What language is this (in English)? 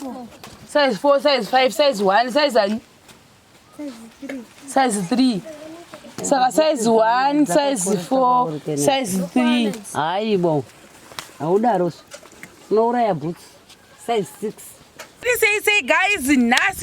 Shona